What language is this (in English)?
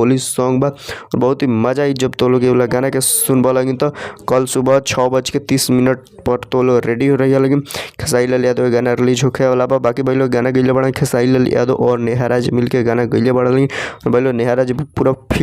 Bhojpuri